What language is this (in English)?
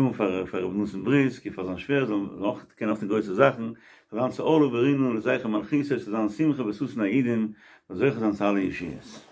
Yiddish